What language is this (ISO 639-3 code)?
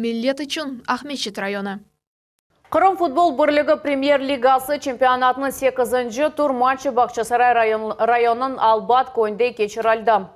crh